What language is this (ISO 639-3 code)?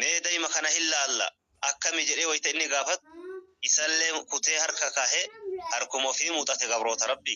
orm